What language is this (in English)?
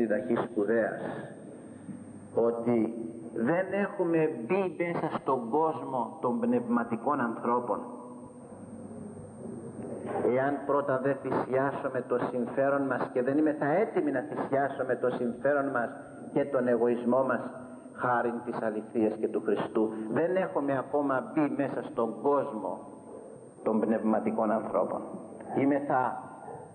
Greek